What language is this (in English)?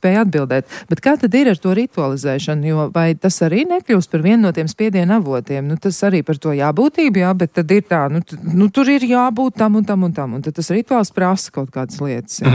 Latvian